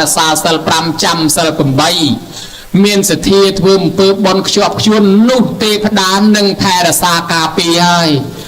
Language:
Khmer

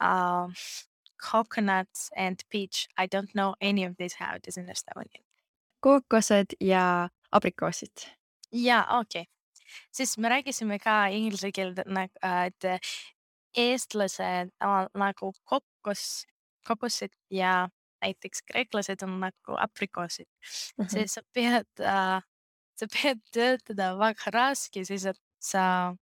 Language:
Estonian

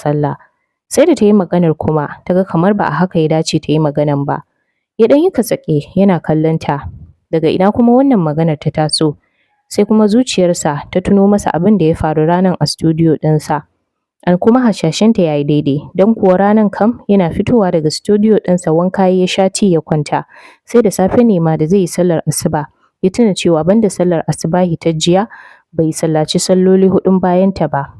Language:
Hausa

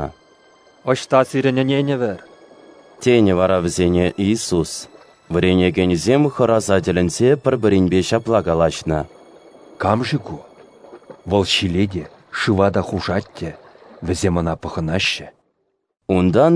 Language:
Chuvash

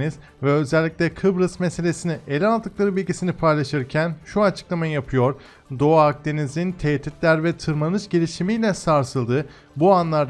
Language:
Turkish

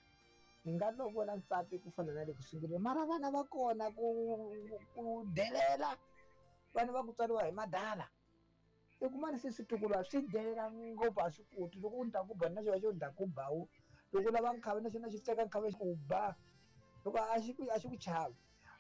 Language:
Tsonga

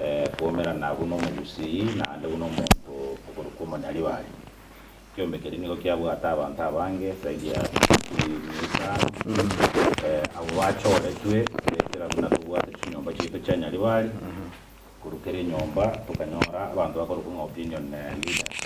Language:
Gusii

